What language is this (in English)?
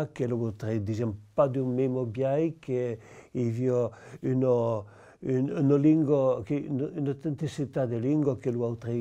Occitan